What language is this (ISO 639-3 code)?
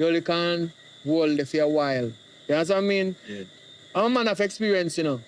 jam